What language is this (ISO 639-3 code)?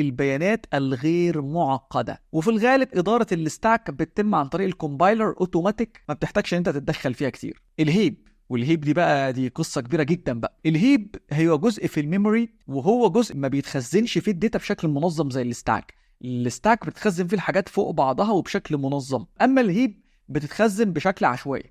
arz